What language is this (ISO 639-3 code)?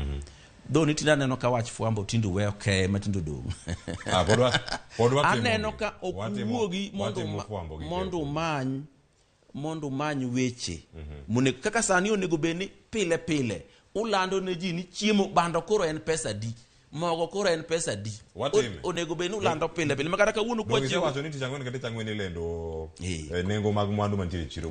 luo